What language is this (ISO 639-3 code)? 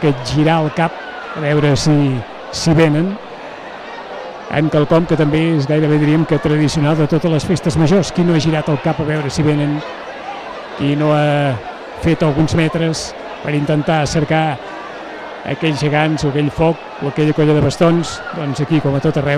cat